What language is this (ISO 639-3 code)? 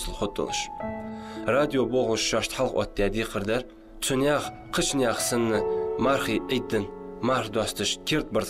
inh